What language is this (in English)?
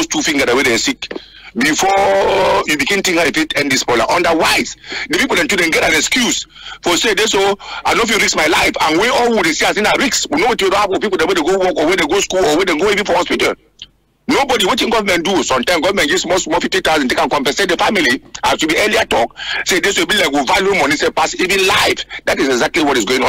Cameroon Pidgin